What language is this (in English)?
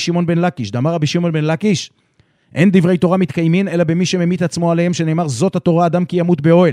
Hebrew